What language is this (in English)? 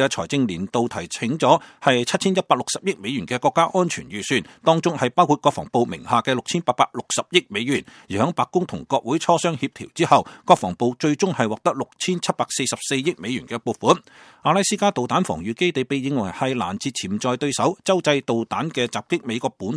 Cantonese